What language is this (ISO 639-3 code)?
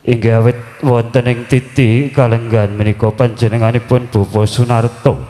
jav